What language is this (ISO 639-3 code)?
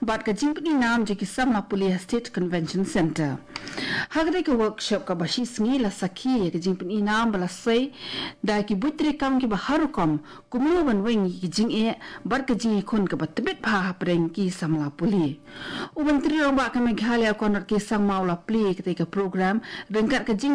kha